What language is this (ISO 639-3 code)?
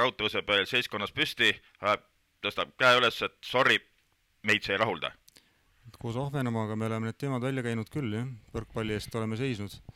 est